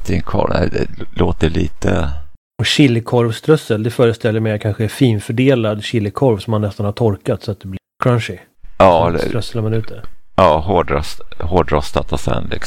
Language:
Swedish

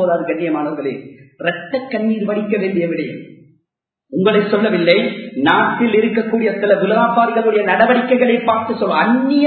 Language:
Tamil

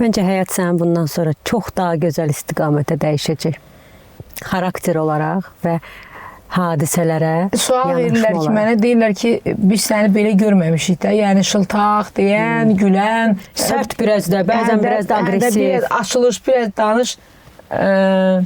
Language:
Azerbaijani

